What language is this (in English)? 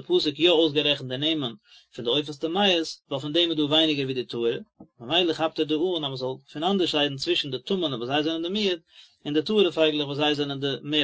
Yiddish